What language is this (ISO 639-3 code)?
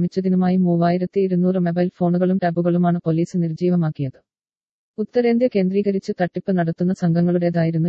mal